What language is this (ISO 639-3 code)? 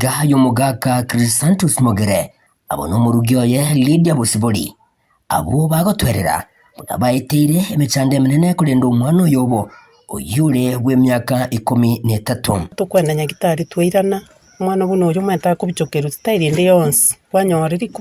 guz